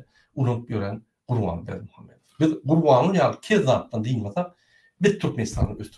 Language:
Turkmen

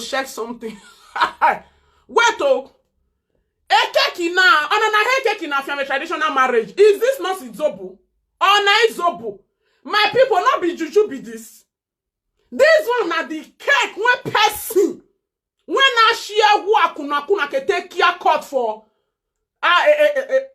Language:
Nigerian Pidgin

